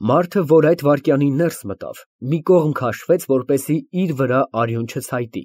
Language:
Armenian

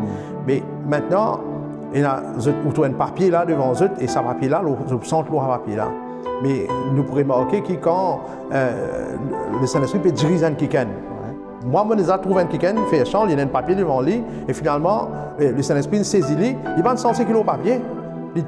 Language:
Morisyen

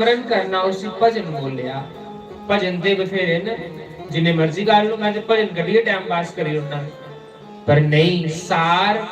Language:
Dogri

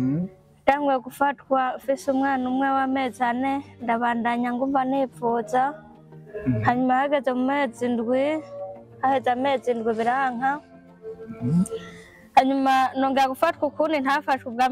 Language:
Rundi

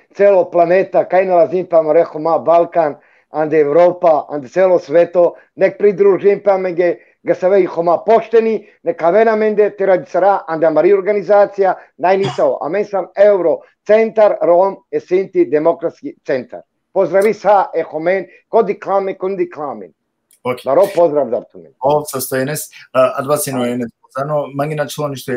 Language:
Balkan Romani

